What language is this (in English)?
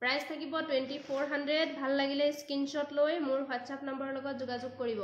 Assamese